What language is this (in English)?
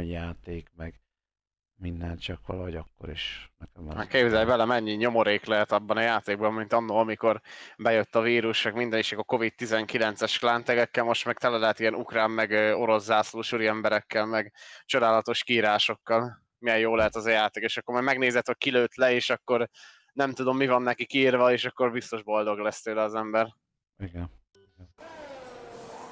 Hungarian